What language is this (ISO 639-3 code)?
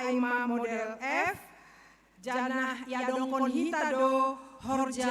bts